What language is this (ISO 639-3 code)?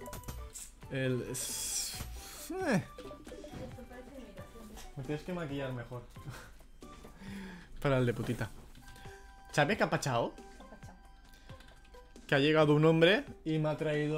spa